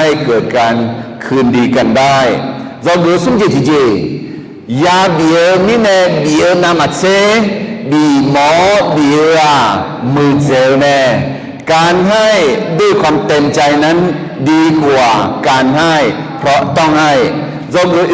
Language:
Akha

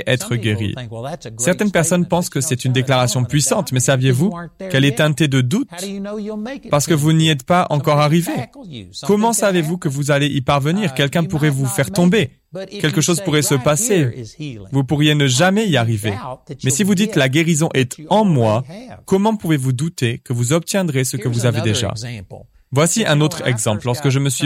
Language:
French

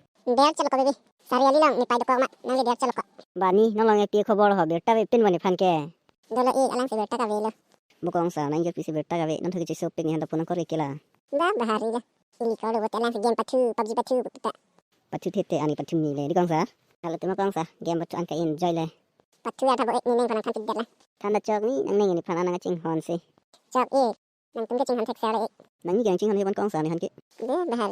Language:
Karbi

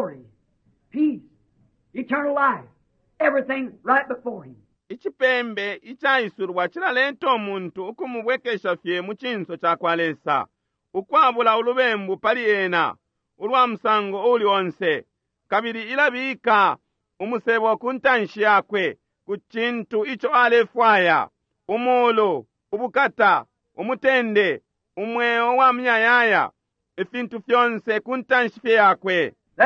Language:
Bemba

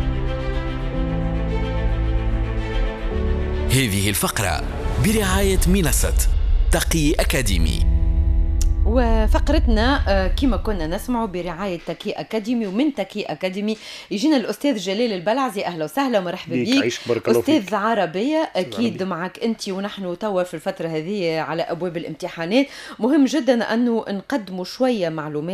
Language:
Tunisian Arabic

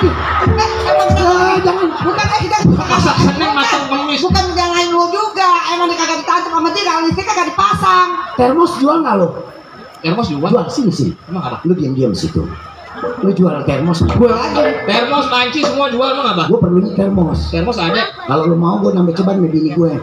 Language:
Betawi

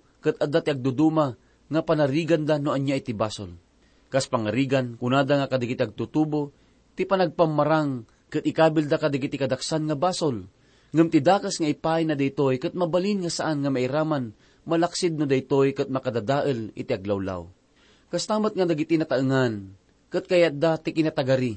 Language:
Iloko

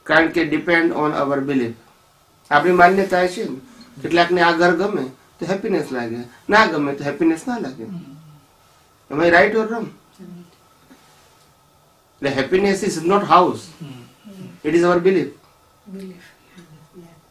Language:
Gujarati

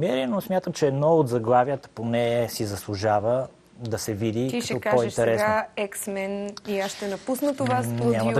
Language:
Bulgarian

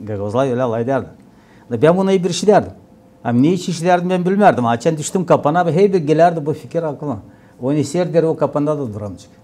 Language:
Gagauz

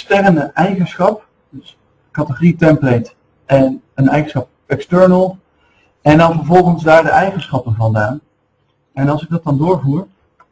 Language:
Dutch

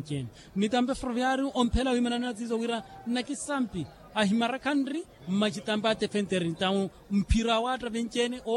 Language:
Makhuwa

